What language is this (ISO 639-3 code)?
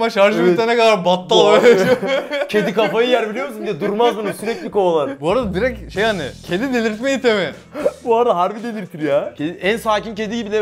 tur